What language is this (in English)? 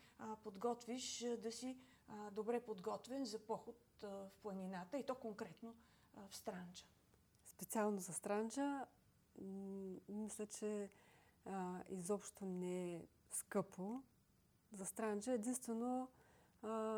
Bulgarian